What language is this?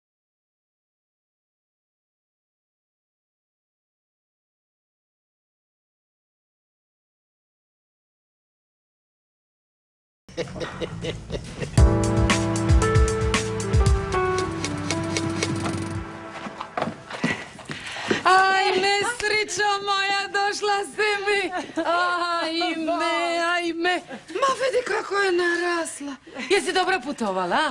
Croatian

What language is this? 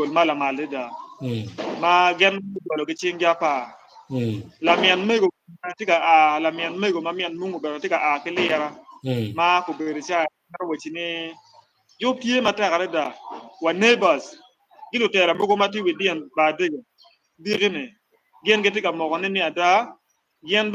Acoli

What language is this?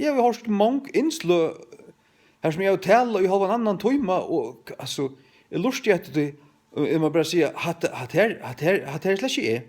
Faroese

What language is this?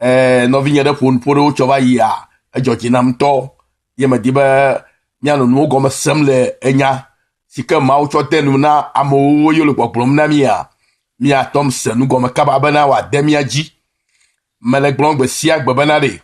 Ewe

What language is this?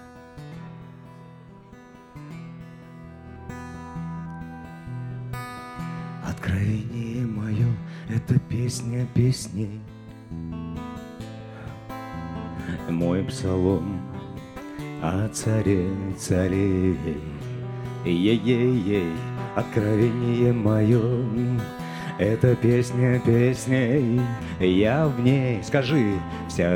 Russian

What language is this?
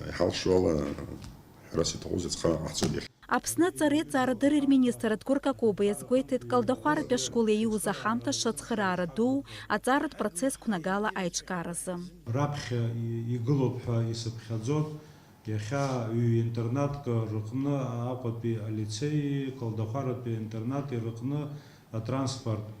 Abkhazian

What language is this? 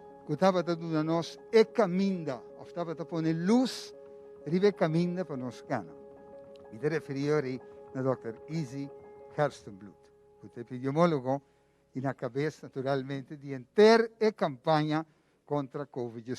Papiamento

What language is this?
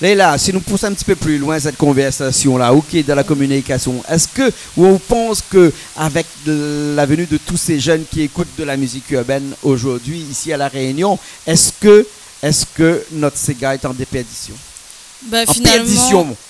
Réunion Creole French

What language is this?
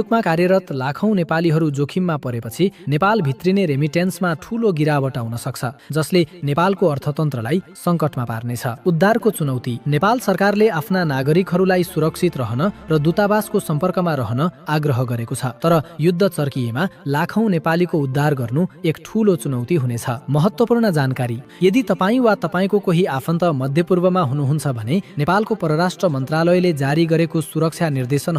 Nepali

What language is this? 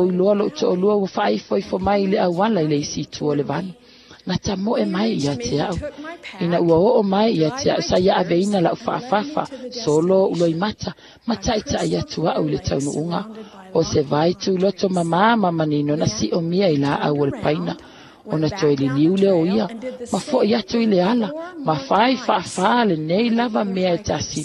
Samoan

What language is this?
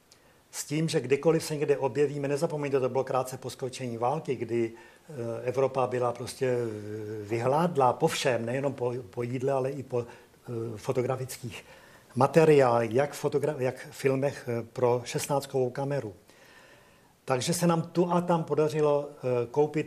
Czech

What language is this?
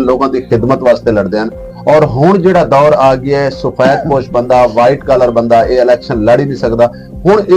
Saraiki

